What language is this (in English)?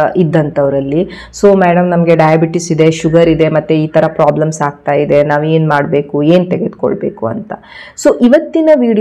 Kannada